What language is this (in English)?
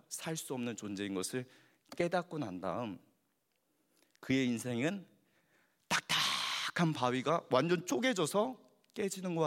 Korean